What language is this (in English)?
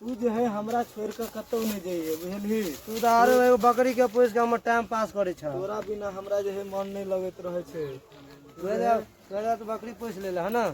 Maithili